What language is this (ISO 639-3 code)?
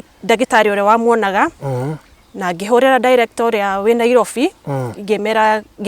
kik